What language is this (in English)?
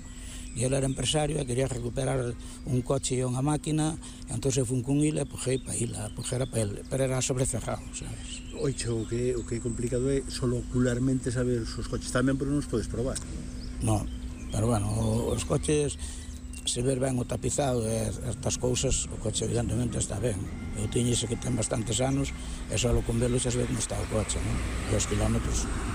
Galician